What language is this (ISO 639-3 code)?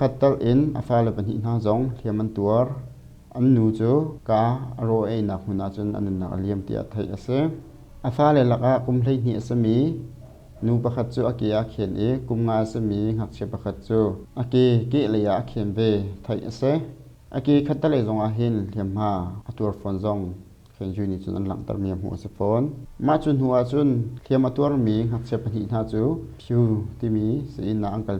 cnh